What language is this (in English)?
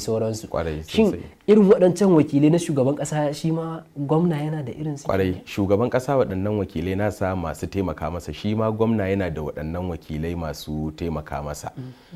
Hausa